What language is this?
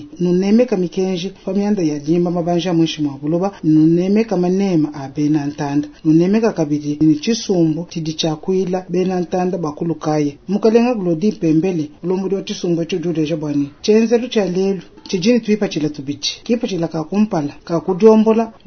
Luba-Lulua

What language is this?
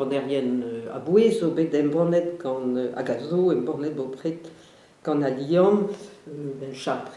Breton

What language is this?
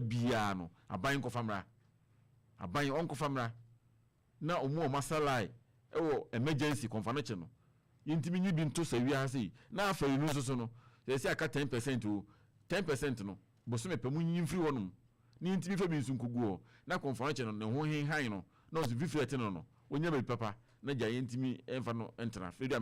Akan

